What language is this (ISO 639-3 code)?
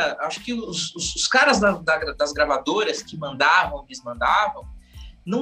por